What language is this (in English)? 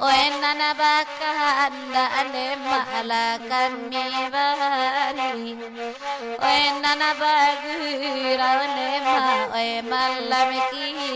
Minangkabau